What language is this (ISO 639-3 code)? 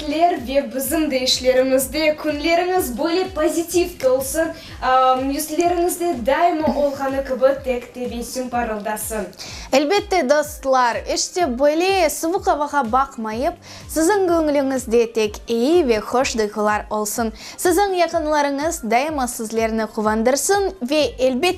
crh